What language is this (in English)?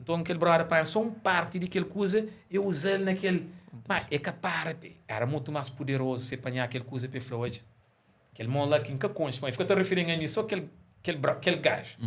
Kabuverdianu